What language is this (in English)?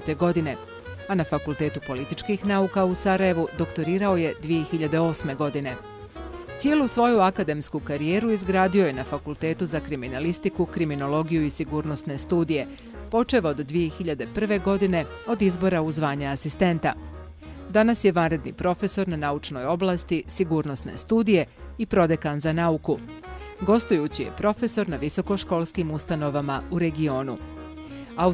Bosnian